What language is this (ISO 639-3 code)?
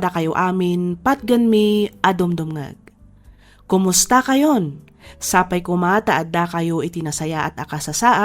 ilo